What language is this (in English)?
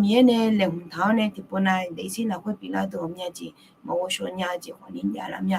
Akha